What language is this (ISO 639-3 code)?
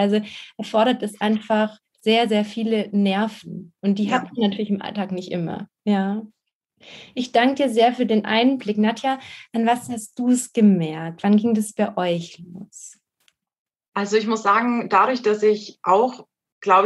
deu